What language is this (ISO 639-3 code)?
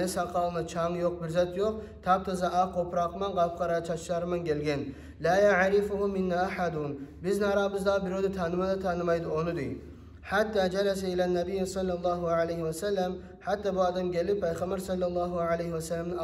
kum